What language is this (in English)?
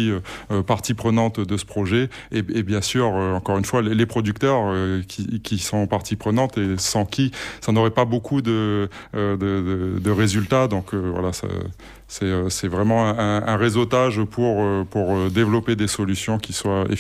French